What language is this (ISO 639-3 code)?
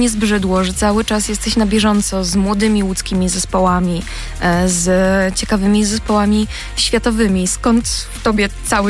pol